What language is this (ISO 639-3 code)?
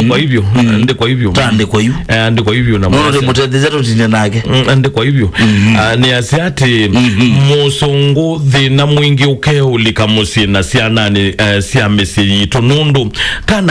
kam